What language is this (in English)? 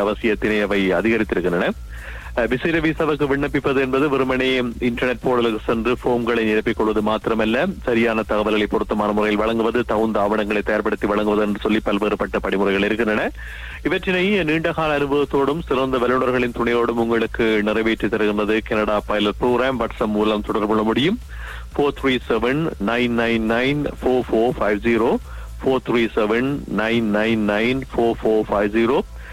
Tamil